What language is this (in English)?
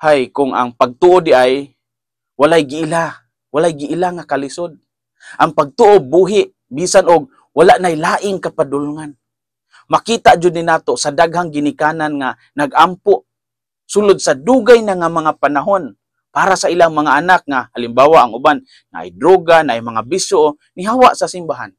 Cebuano